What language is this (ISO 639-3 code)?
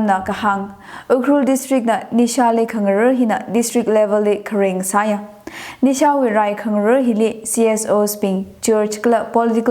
nmf